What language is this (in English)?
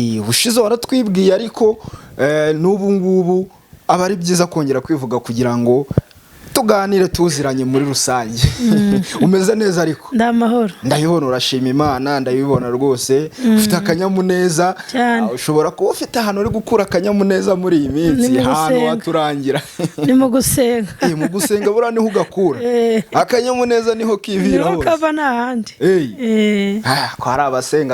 Kinyarwanda